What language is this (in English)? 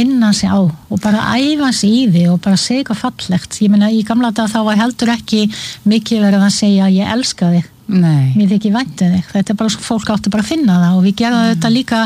Icelandic